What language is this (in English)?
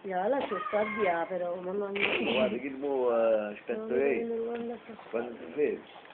Neapolitan